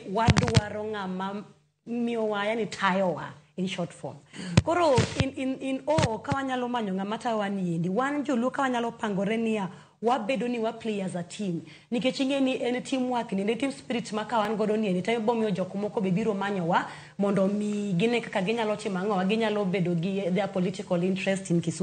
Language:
Luo (Kenya and Tanzania)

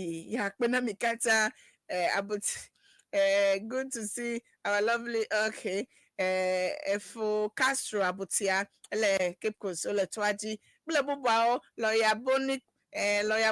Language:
Ewe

